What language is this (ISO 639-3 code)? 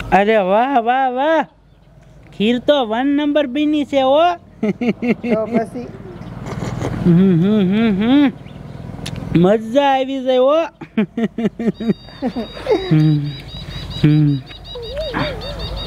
guj